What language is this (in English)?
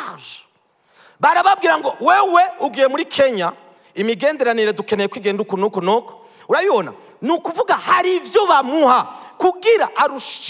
Rundi